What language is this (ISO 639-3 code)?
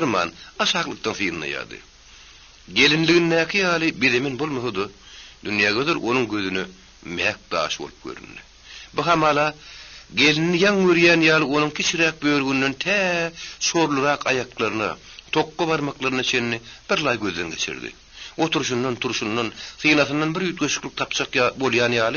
tuk